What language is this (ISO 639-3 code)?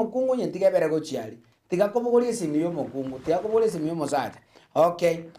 guz